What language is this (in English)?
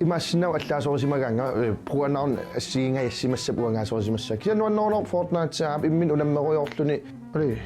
Kalaallisut